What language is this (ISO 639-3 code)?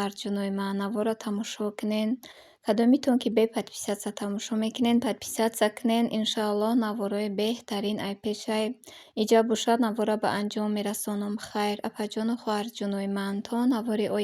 tgk